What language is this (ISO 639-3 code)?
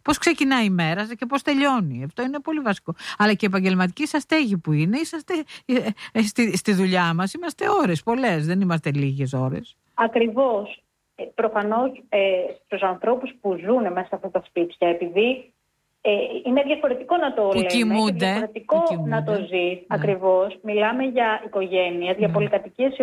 ell